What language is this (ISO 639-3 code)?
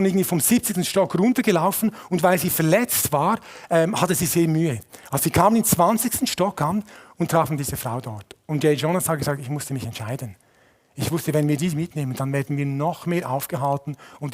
gsw